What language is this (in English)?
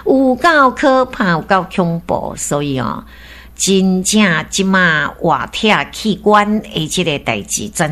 Min Nan Chinese